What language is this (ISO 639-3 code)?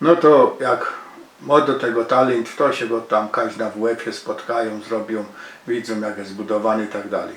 szl